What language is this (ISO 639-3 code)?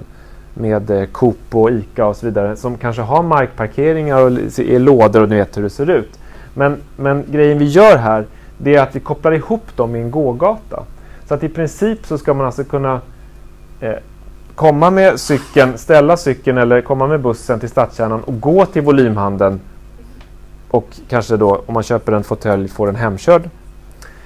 swe